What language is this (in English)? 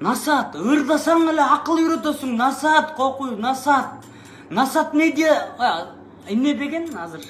Kyrgyz